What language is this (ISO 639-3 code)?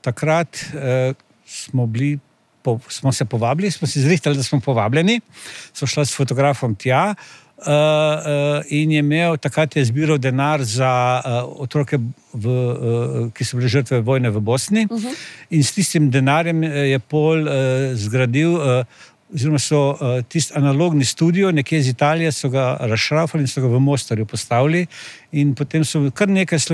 slv